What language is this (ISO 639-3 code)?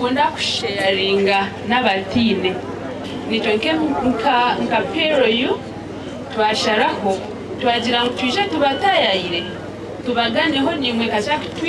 nyn